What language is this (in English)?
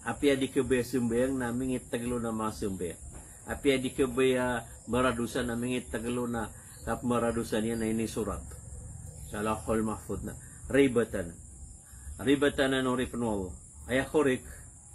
Maranao